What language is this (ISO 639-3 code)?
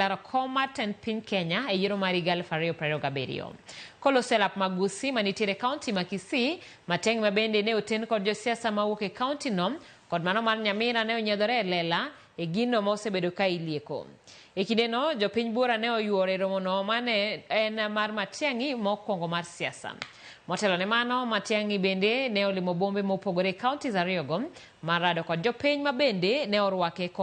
luo